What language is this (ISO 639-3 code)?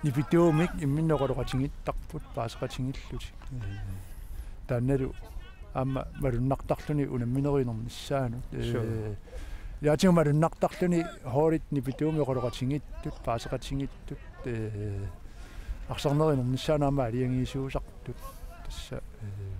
kal